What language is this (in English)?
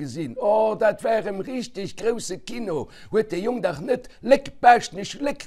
Luxembourgish